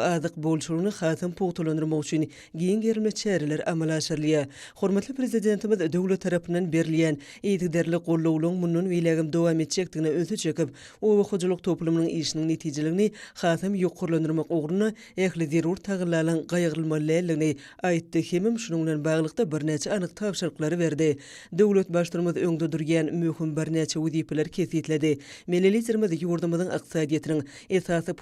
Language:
Turkmen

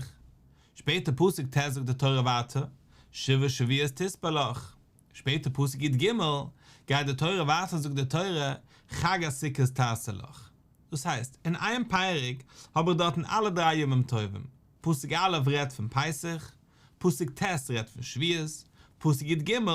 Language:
Yiddish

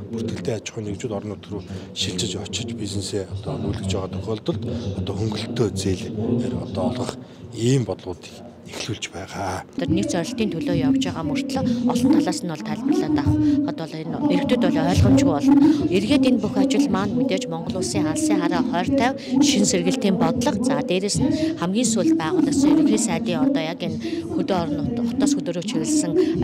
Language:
Mongolian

